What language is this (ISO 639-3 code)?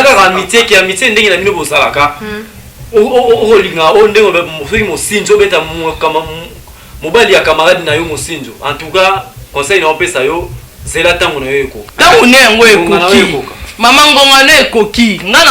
lin